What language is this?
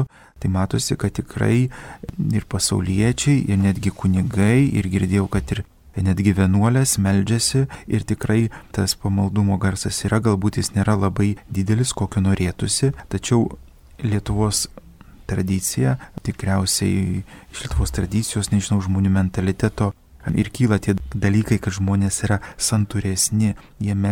Lithuanian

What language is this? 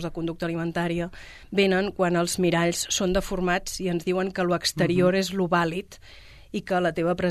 Catalan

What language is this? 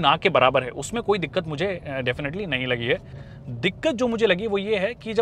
Hindi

